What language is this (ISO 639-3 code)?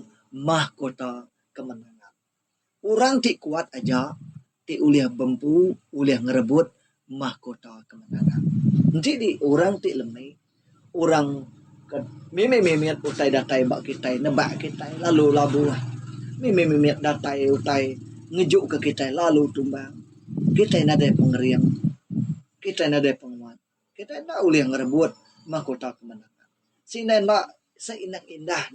iba